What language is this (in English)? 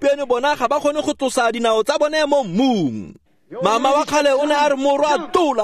Tswana